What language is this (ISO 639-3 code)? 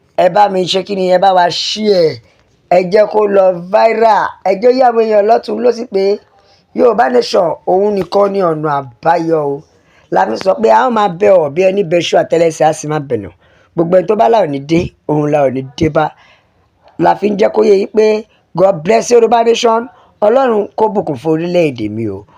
yor